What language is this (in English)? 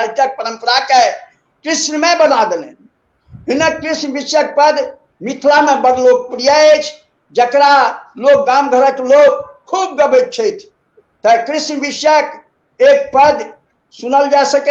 Maithili